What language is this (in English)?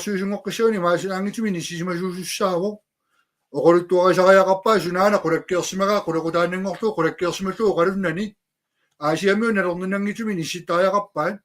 Kalaallisut